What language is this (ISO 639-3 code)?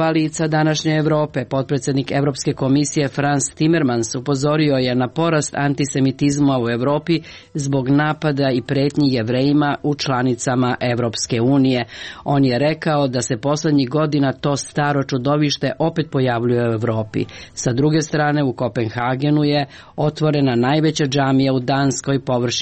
srp